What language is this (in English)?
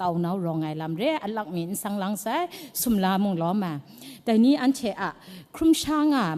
Kachin